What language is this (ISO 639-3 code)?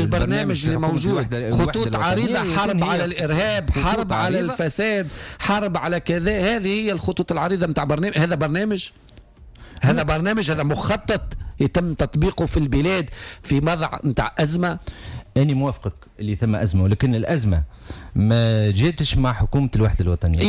aeb